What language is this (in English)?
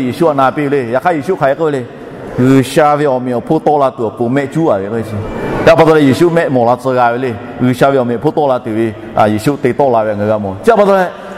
Lahu